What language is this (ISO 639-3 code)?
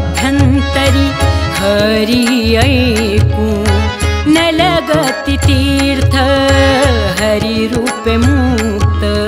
mar